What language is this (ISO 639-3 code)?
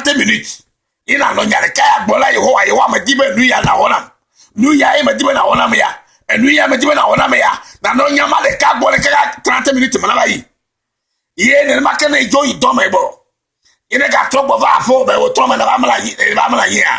ewe